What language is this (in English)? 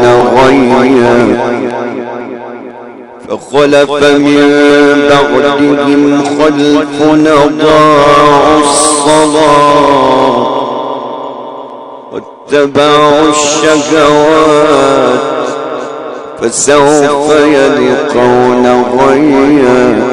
Arabic